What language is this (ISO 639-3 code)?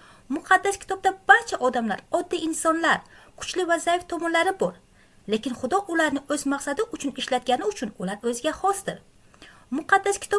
uzb